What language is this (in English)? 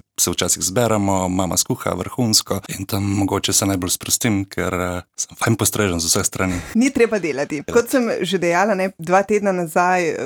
Slovenian